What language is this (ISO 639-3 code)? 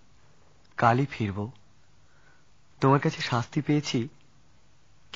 ben